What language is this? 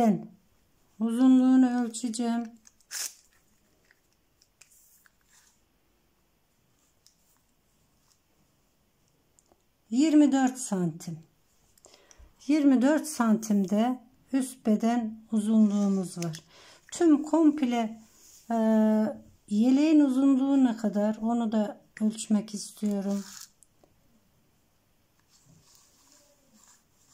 Turkish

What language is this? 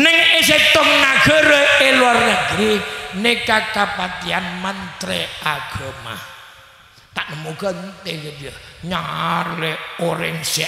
Madurese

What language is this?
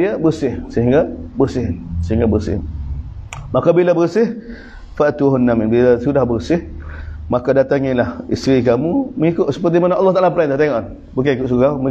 Malay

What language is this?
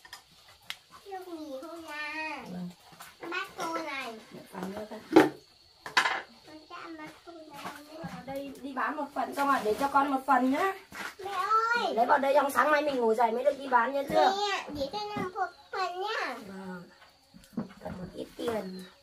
Vietnamese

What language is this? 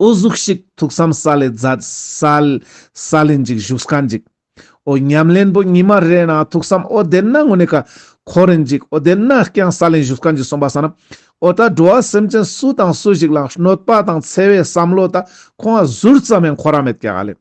Ladakhi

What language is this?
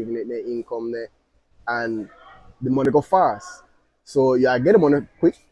Jamaican Creole English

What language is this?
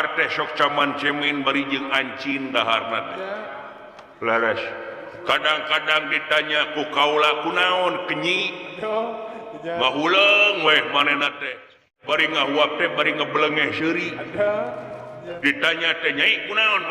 Sundanese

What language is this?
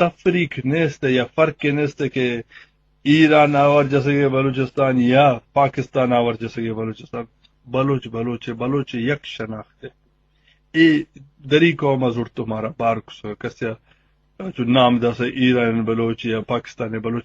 Baluchi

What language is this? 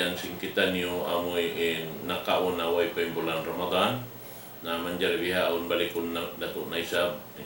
Tausug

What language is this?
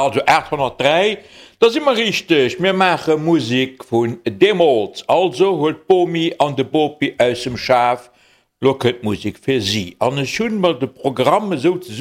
Luxembourgish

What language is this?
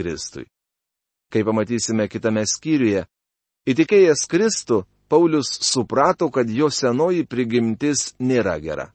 Lithuanian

